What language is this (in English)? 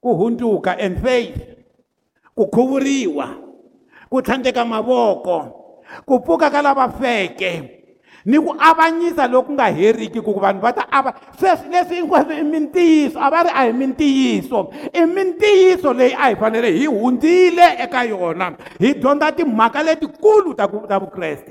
Tsonga